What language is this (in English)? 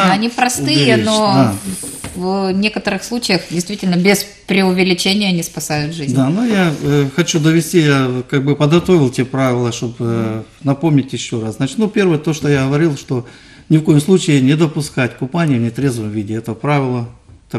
Russian